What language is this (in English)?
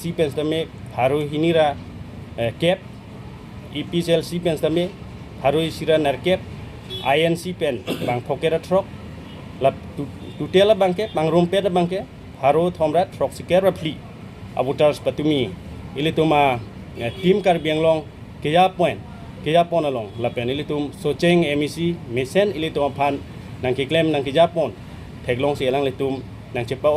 Karbi